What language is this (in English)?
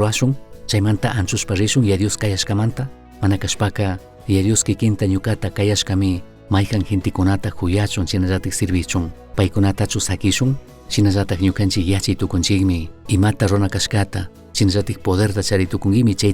Chimborazo Highland Quichua